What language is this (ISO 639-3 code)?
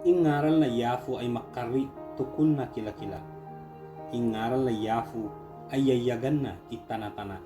ibg